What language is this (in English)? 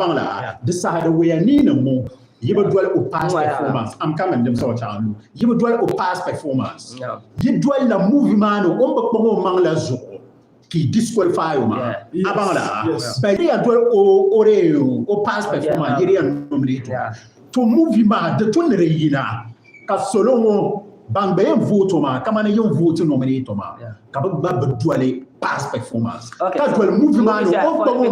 Dagbani